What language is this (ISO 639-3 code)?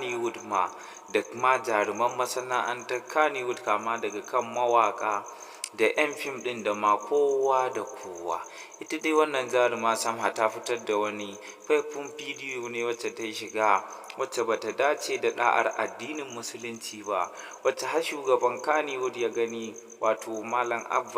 hau